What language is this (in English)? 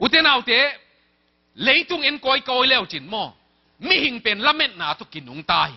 Tedim Chin